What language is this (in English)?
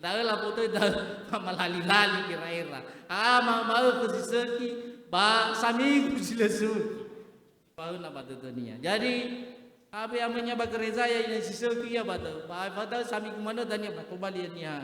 Nias